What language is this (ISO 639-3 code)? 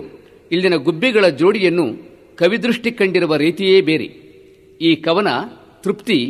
kan